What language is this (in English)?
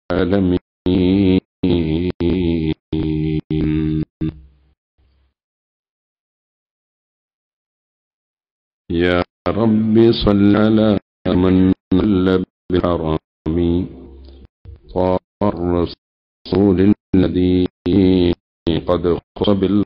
Malayalam